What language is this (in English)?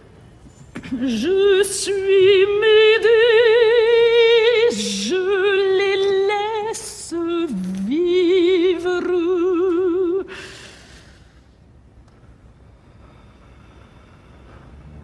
French